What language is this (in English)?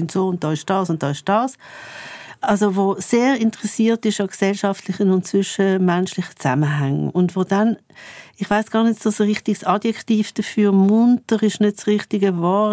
Swiss German